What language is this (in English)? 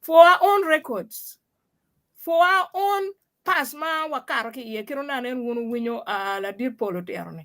Acoli